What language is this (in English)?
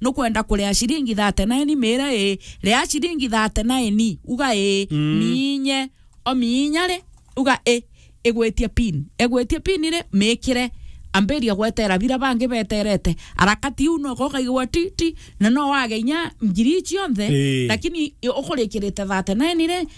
Meru